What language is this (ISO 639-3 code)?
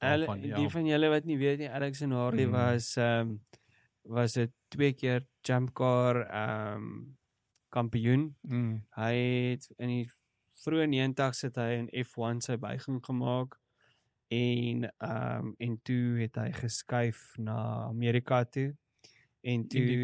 afr